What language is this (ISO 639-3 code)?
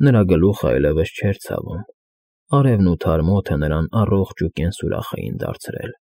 hye